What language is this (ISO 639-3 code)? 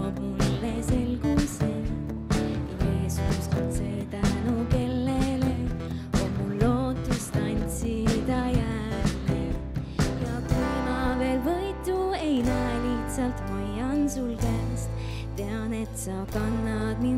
est